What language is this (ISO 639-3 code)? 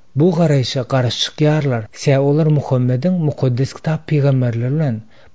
tuk